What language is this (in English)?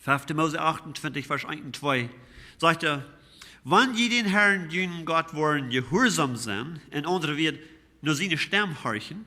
Plautdietsch